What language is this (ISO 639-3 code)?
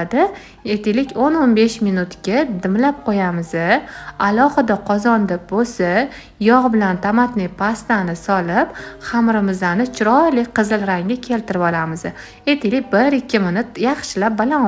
uzb